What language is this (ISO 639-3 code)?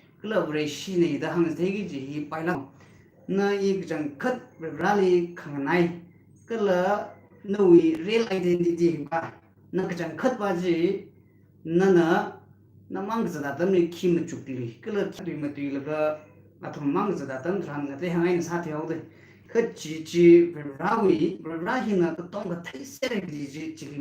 nmf